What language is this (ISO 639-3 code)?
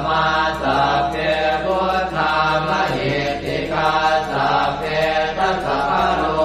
pli